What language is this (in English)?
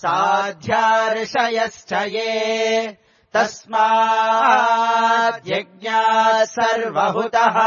Sanskrit